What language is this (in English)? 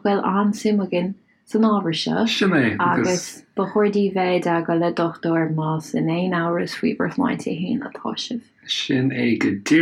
Irish